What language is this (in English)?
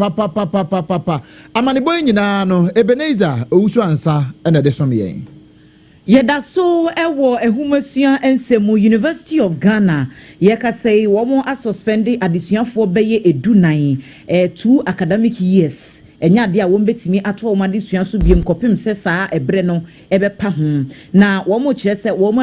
Akan